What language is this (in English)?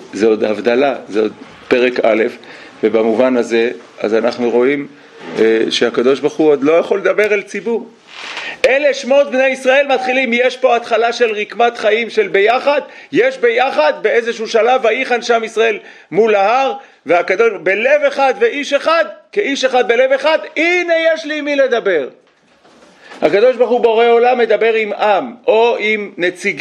Hebrew